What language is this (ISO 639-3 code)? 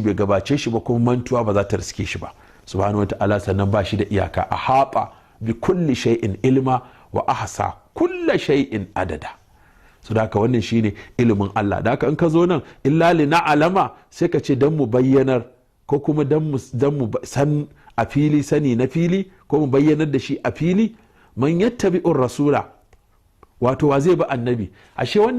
hau